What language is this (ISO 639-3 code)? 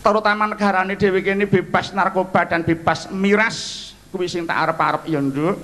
jav